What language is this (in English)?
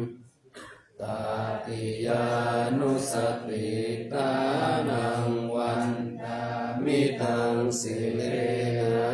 Pali